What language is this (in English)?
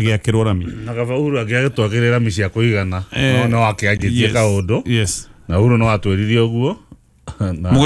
Kikuyu